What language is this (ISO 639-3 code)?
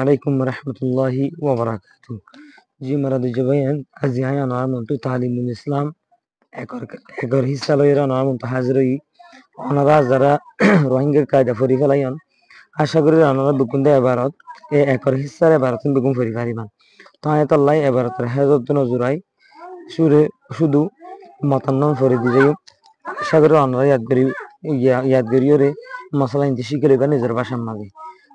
rhg